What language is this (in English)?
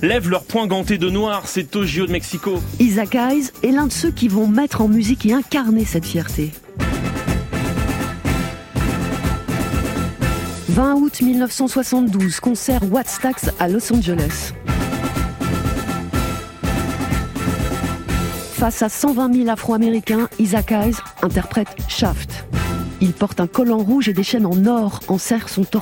French